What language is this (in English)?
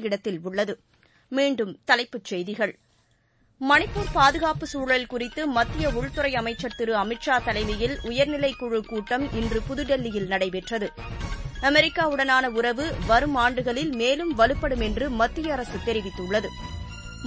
Tamil